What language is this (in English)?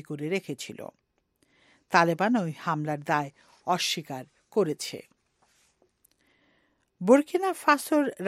Bangla